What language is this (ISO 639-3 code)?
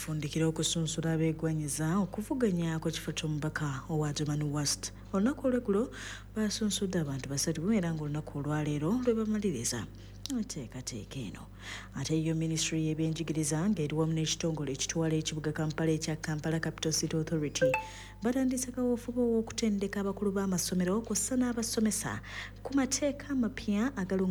lug